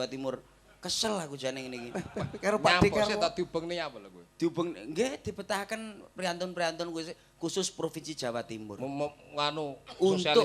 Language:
Javanese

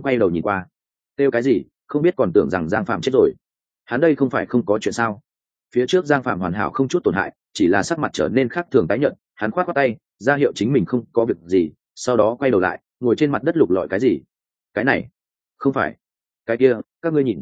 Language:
Vietnamese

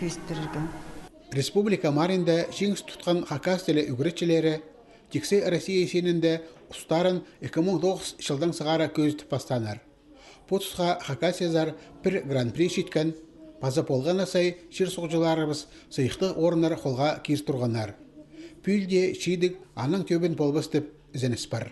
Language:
Khakas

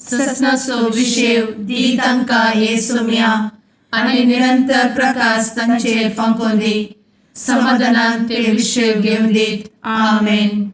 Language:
Konkani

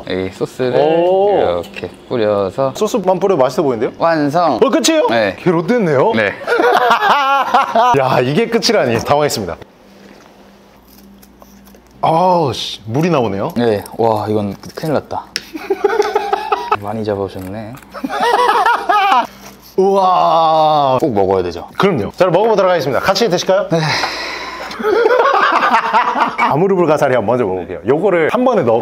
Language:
Korean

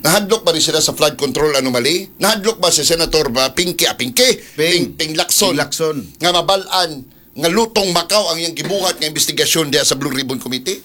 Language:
Cebuano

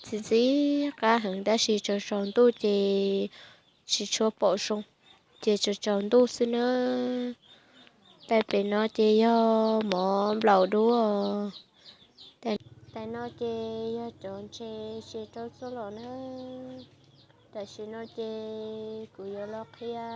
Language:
Hmong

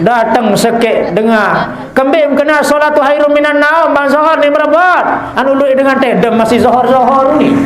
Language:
Sasak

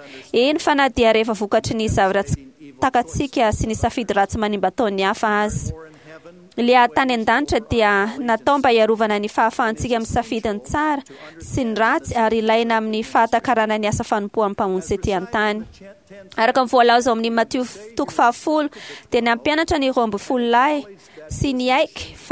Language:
Malagasy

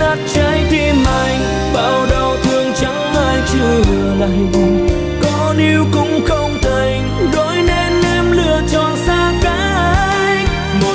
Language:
Vietnamese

